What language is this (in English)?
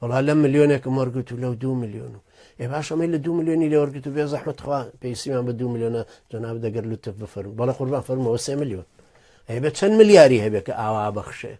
Central Kurdish